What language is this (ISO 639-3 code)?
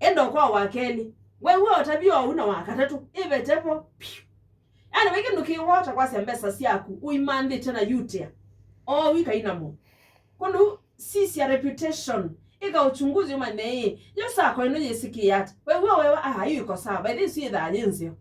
kam